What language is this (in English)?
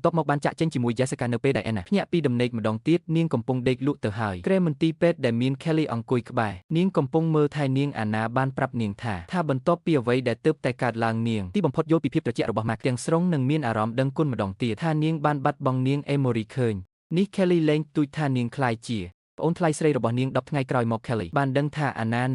Khmer